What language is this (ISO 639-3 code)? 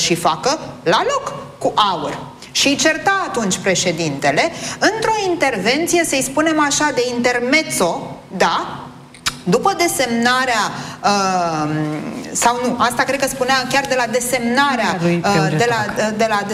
ron